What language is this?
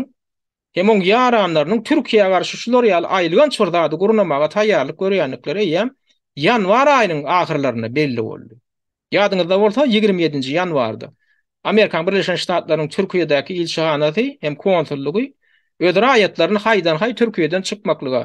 Turkmen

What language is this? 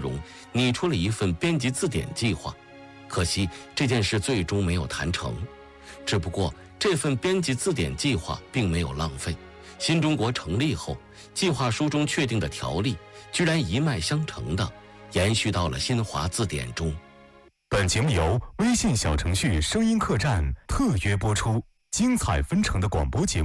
Chinese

